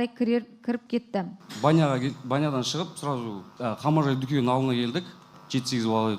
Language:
Kazakh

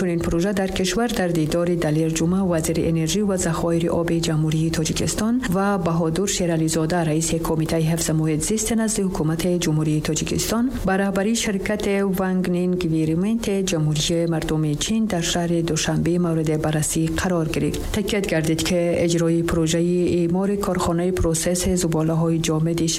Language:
Tajik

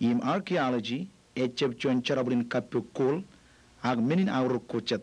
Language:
Marshallese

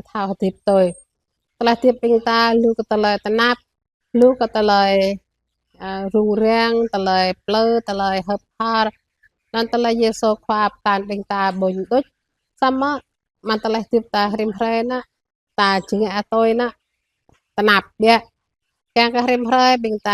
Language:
Jarai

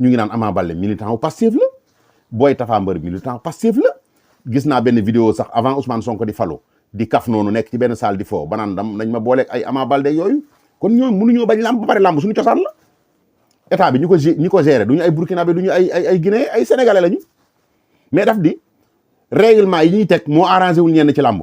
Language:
Wolof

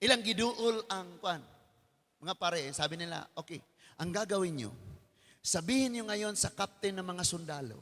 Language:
Cebuano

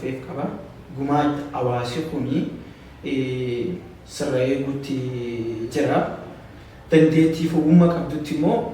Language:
Oromo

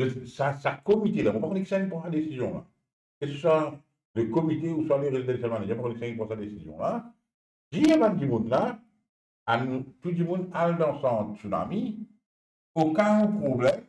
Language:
Morisyen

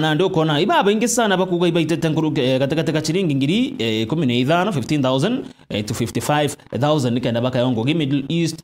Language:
Meru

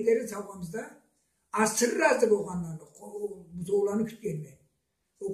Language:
Karachay-Balkar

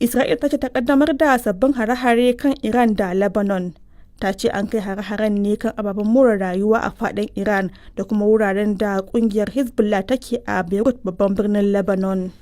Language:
Hausa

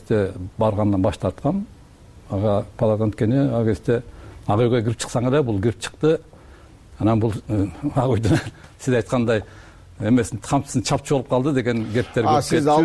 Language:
Kyrgyz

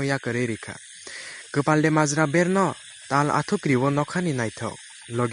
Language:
Kok Borok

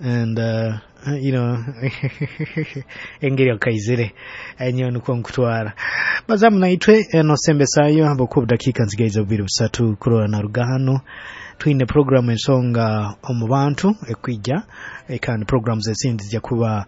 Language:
Nyoro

